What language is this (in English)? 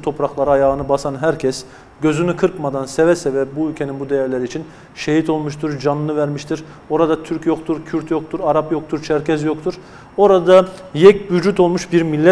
Turkish